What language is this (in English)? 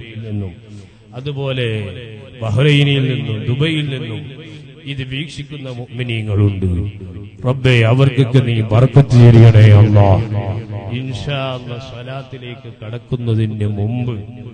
Malayalam